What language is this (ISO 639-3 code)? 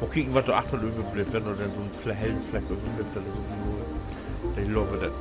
nds